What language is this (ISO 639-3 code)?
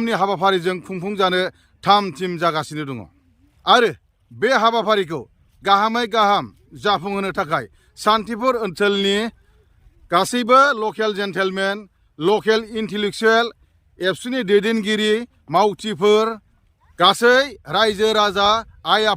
brx